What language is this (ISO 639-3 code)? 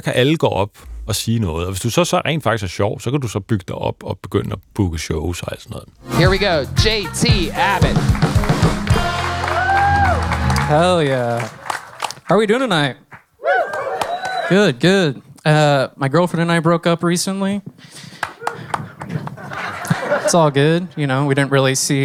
dan